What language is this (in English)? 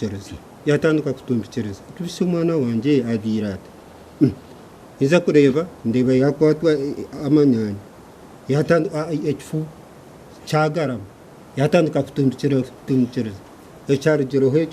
Nyankole